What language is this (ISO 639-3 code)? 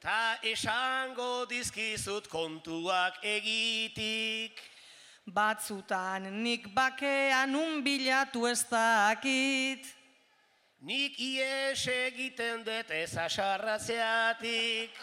eus